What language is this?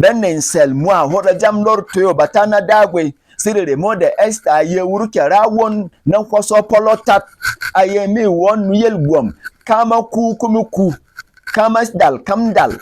Berom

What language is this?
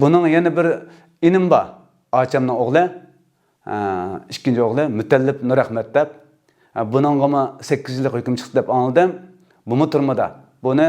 Uyghur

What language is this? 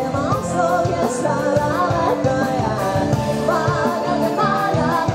Korean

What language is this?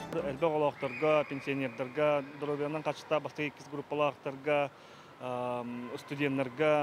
Yakut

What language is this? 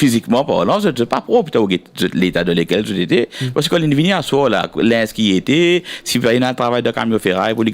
Morisyen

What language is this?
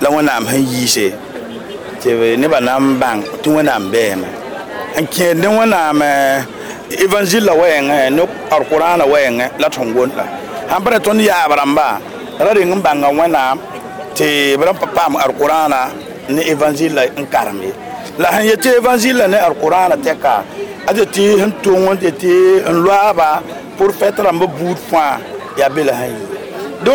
Mossi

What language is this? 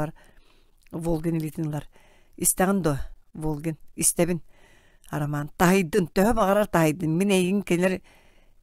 Yakut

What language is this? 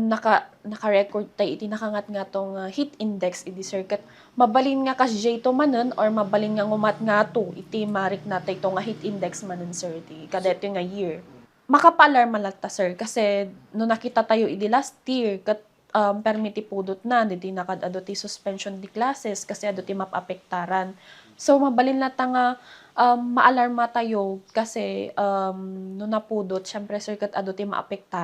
Iloko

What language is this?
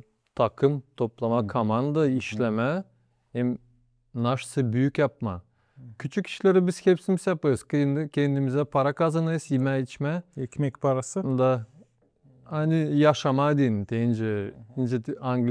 Gagauz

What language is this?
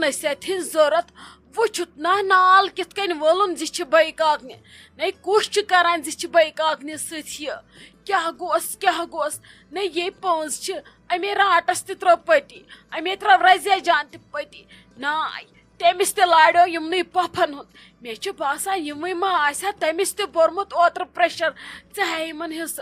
Kashmiri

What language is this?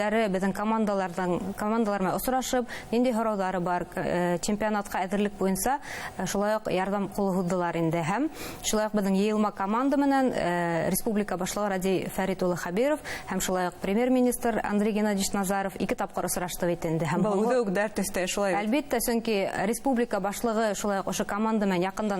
Bashkir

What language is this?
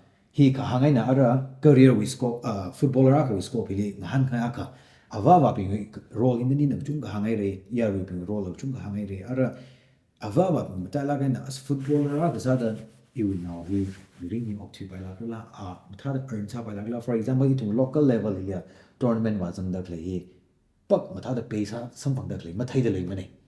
Tangkhul Naga (India)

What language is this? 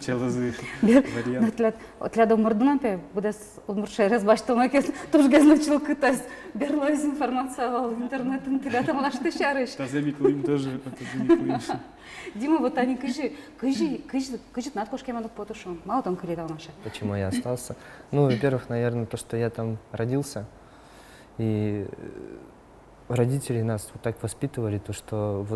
Udmurt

